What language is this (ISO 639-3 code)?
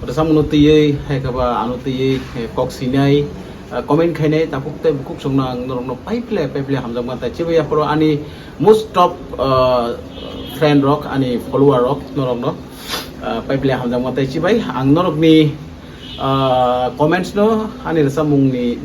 trp